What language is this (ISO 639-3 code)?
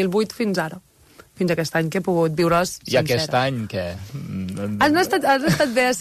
cat